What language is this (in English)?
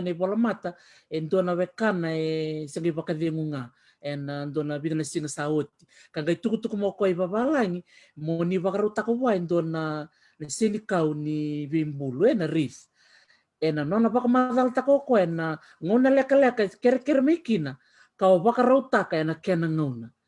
Fijian